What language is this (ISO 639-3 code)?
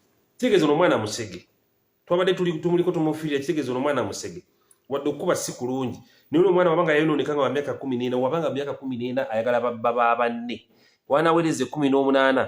lug